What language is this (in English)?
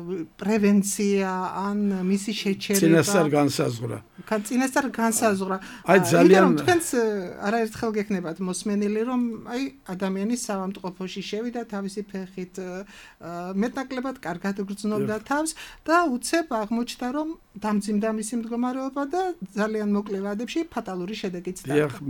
Georgian